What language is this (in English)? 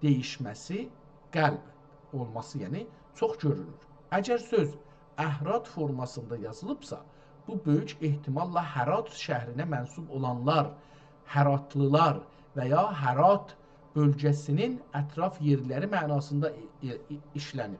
South Azerbaijani